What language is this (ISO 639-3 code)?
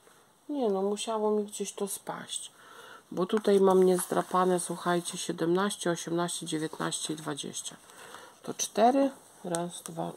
pol